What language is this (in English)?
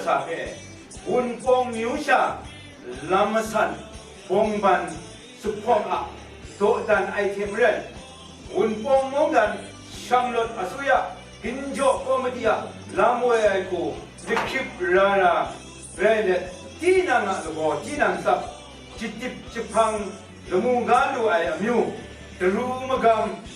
Kachin